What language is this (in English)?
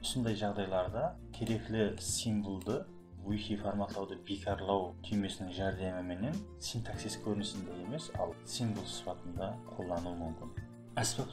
Kara-Kalpak